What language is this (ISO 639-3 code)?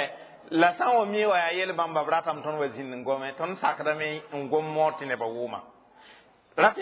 mos